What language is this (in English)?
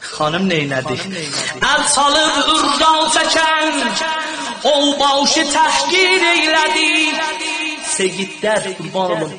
South Azerbaijani